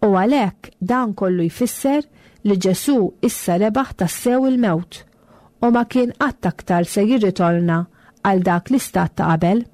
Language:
Maltese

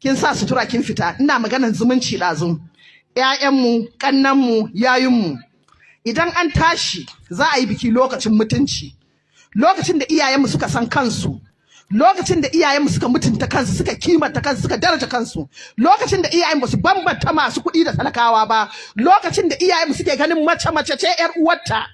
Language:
Hausa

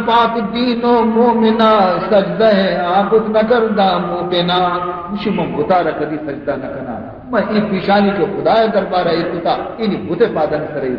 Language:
Baluchi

